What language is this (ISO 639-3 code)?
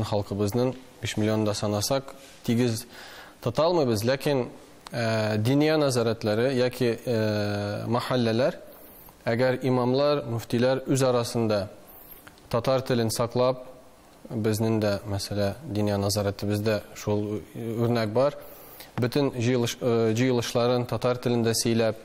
tat